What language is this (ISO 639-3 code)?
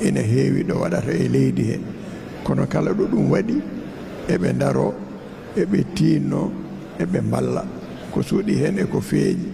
ful